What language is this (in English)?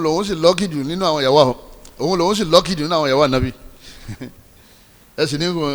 Yoruba